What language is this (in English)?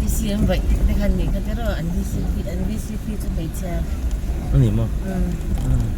Mizo